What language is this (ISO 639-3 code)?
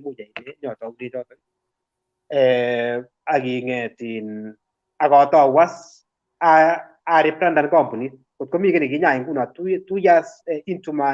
kln